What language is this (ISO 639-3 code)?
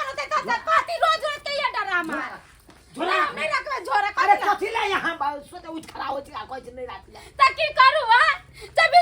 mai